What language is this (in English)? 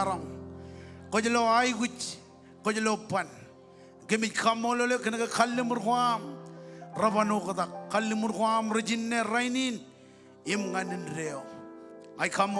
Marshallese